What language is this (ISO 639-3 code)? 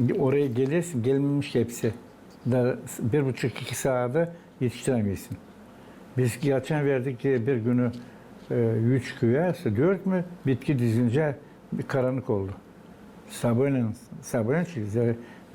gag